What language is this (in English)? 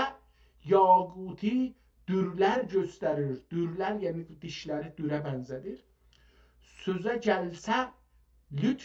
South Azerbaijani